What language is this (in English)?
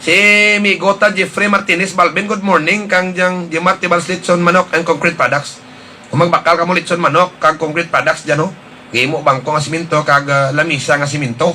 Hiligaynon